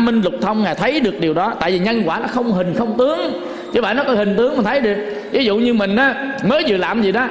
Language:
Vietnamese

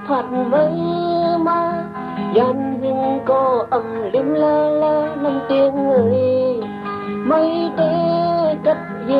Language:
Shan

